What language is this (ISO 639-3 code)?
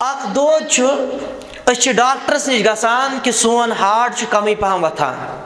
kas